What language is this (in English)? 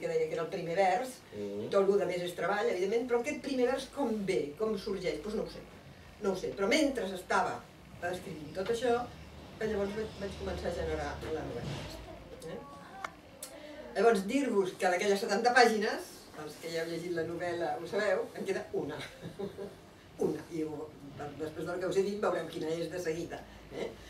Catalan